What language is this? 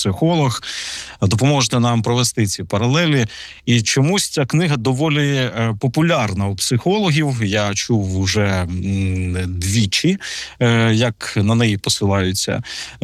Ukrainian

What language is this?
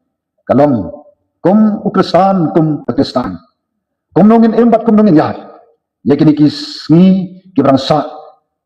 Khasi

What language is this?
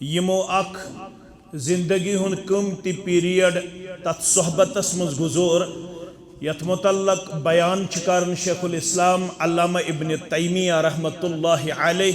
Kashmiri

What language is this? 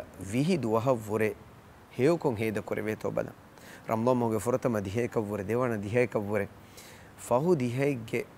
Divehi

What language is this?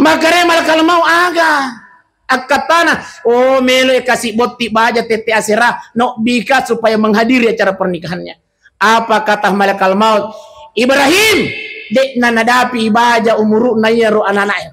Buginese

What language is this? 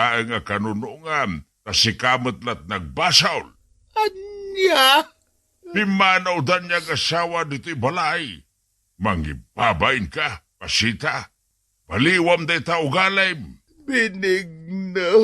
Iloko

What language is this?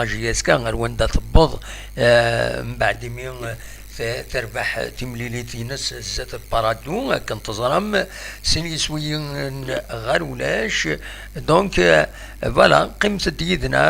Kabyle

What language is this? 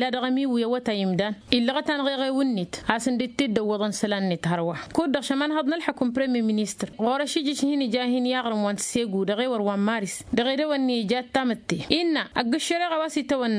Tamasheq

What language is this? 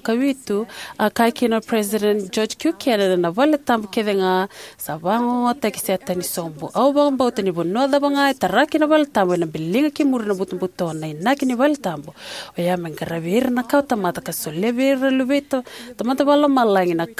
Fijian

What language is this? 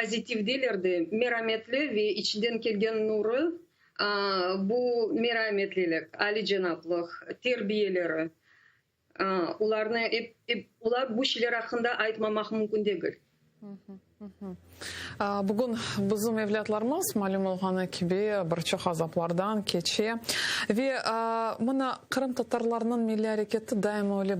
Crimean Tatar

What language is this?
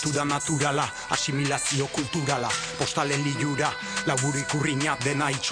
Basque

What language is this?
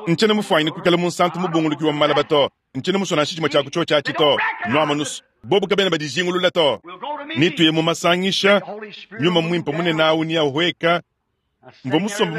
Luba-Lulua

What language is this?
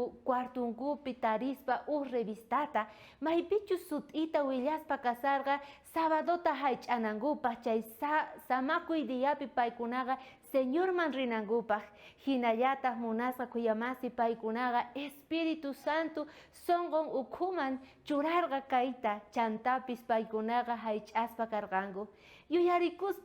South Bolivian Quechua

